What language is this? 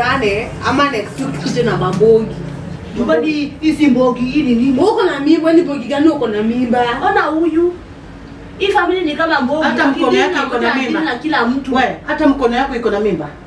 Swahili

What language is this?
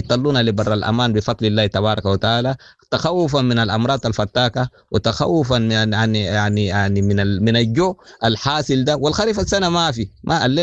Sudanese Arabic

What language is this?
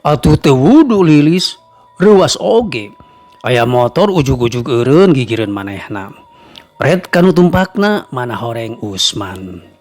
Sundanese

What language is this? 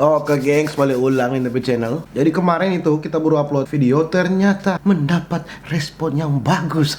Manado Malay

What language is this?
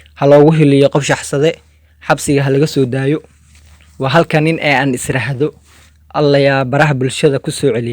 Somali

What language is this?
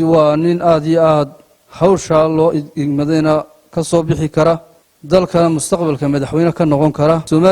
Somali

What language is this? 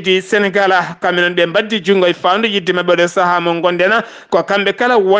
Fula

